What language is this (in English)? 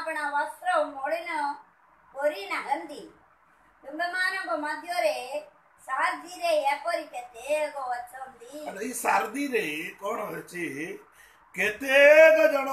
Odia